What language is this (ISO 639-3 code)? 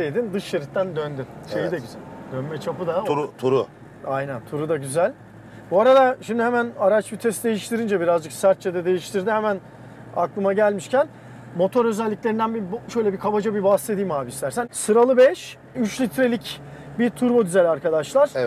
tur